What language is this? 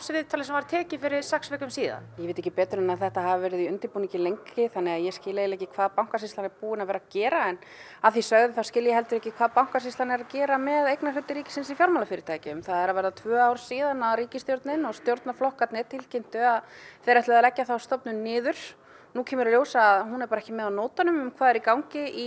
Icelandic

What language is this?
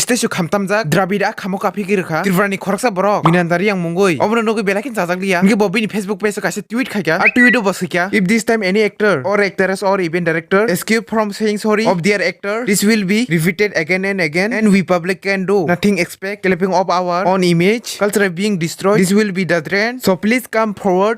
Kok Borok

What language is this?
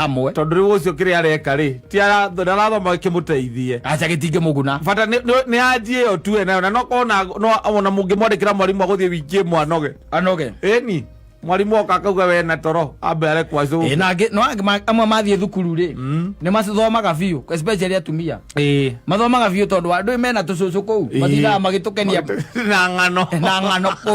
Kikuyu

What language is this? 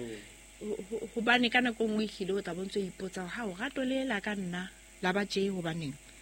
Southern Sotho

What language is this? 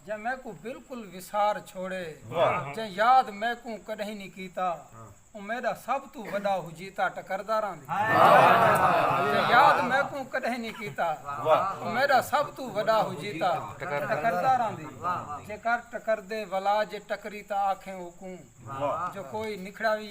Saraiki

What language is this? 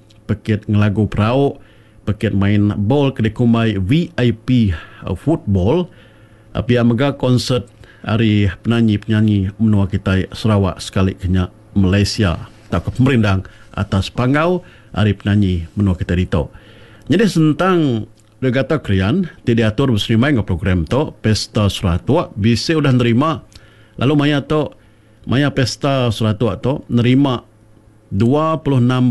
Iban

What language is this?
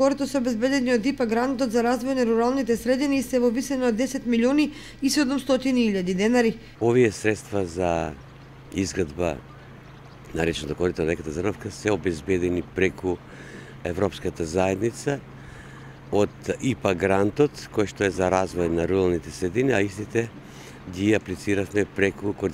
Macedonian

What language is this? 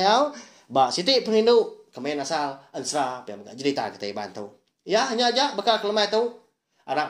Iban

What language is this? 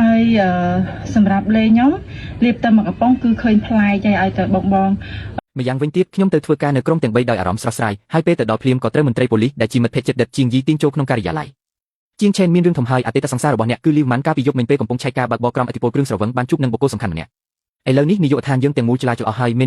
Khmer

